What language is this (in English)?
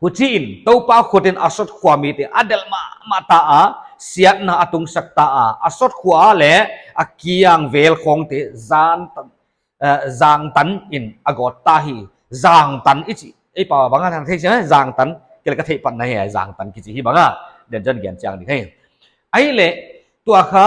Paite Chin